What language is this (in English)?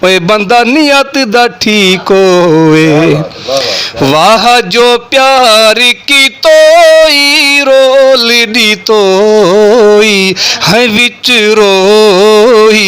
Saraiki